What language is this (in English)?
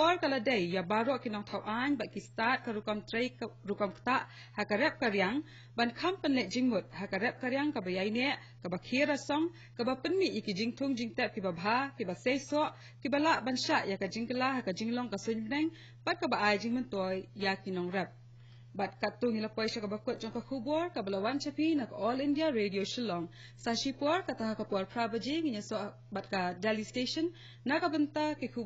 Khasi